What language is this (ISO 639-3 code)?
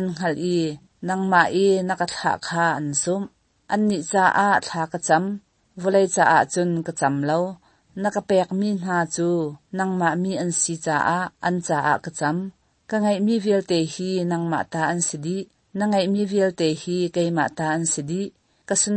cnh